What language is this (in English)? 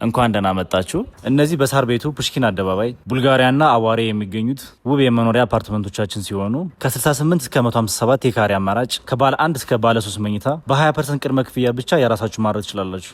Amharic